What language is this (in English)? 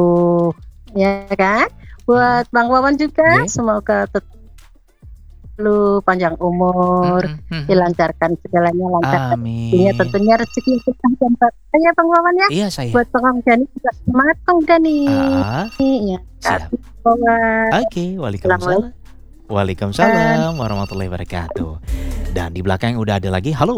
Indonesian